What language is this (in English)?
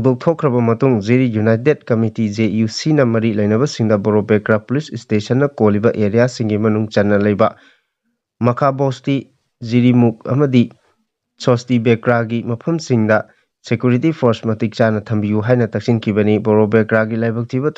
Manipuri